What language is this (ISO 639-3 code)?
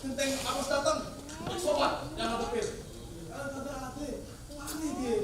bew